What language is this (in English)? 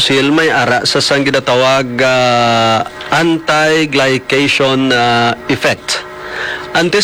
Hiligaynon